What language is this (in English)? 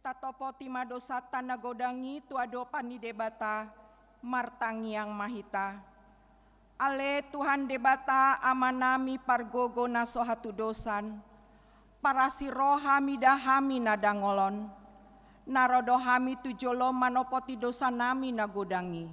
Batak Toba